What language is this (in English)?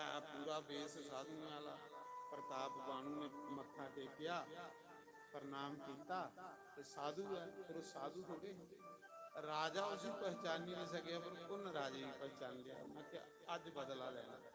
Dogri